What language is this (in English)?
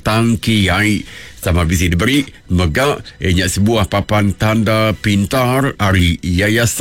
Iban